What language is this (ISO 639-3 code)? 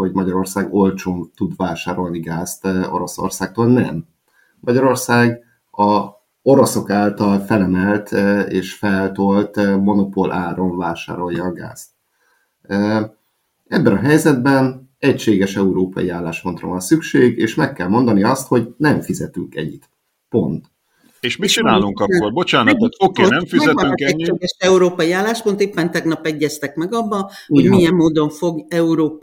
hun